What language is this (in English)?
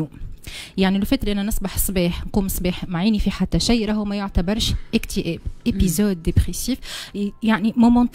Tunisian Arabic